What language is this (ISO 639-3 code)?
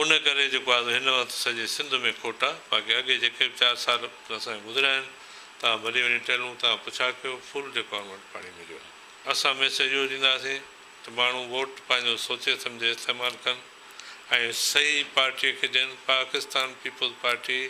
snd